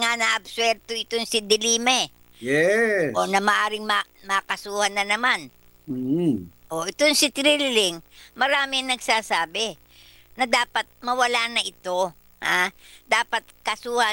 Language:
Filipino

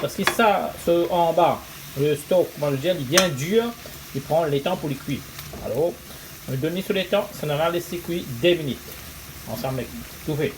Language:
Morisyen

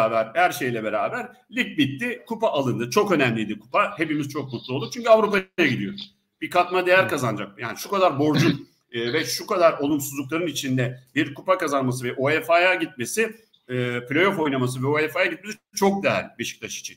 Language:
Turkish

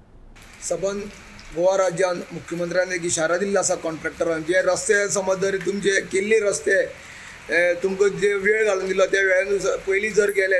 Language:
Konkani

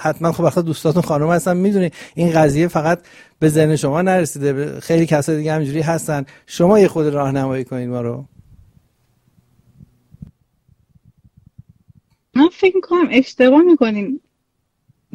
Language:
Persian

